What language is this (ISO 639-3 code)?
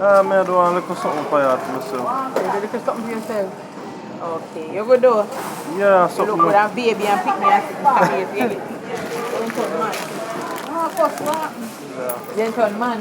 jam